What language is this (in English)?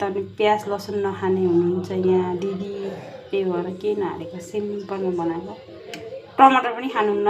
Nepali